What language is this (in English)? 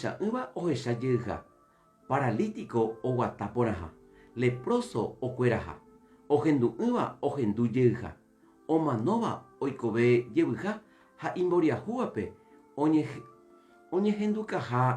Guarani